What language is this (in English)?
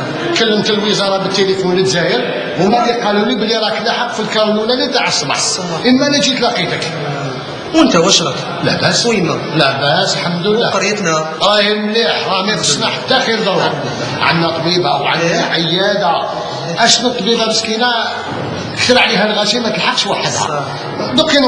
Algerian Arabic